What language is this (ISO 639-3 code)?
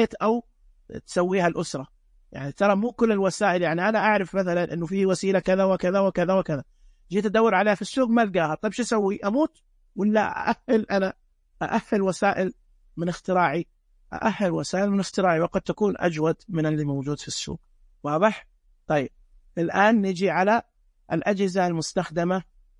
ars